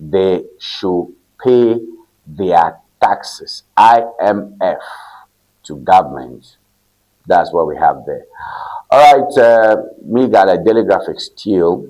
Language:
Ewe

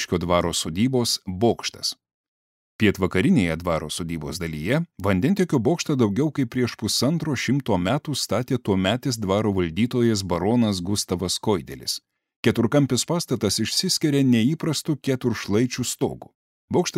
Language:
Lithuanian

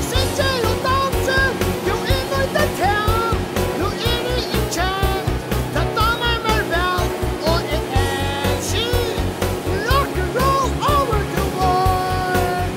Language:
Faroese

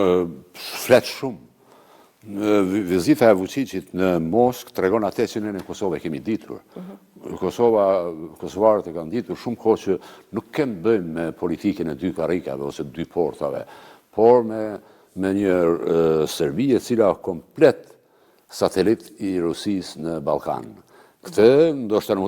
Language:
Albanian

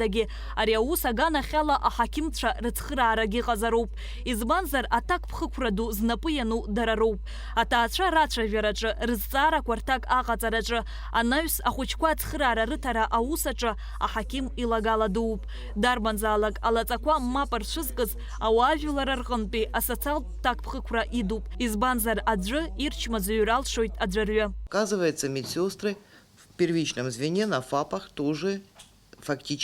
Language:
Abkhazian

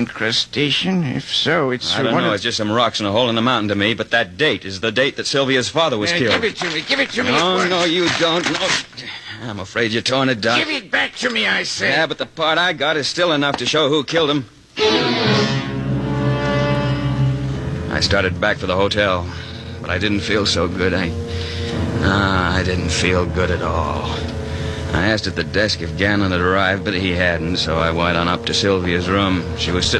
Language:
English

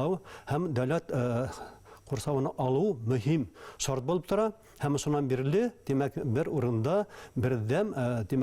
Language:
Bashkir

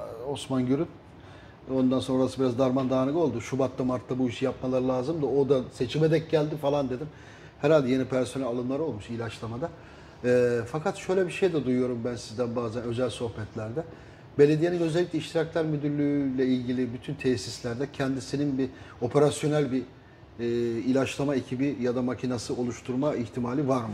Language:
Turkish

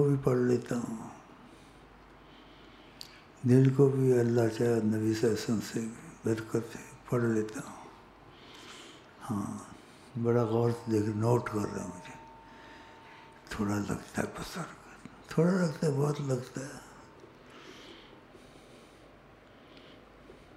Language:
Urdu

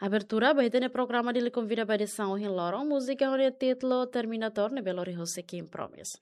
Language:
Tetum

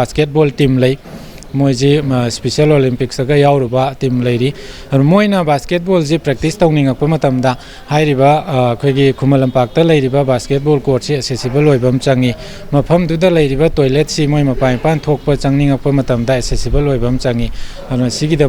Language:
Manipuri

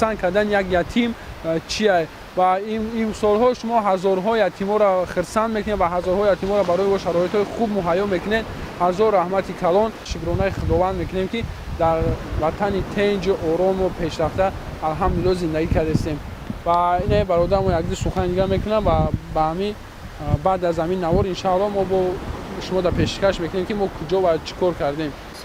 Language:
Tajik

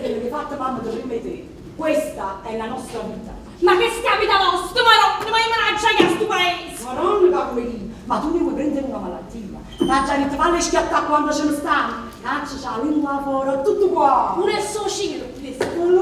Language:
Neapolitan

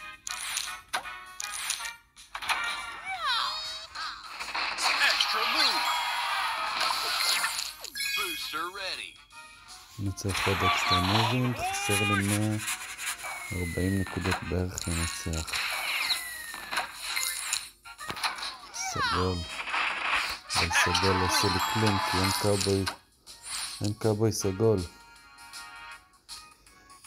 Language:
Hebrew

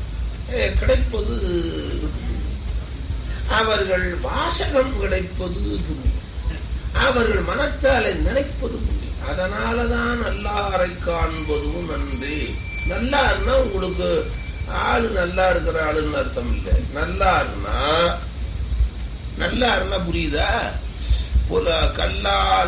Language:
Tamil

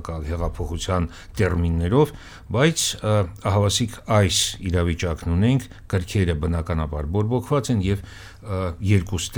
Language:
Armenian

